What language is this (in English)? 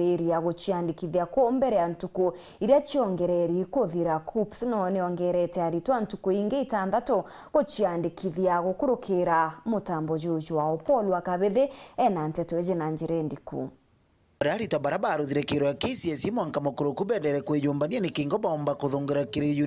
Meru